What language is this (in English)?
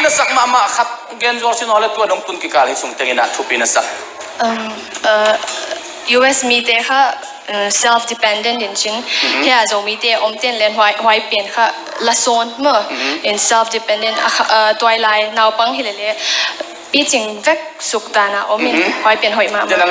Tedim Chin